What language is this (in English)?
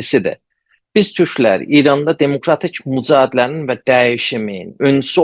South Azerbaijani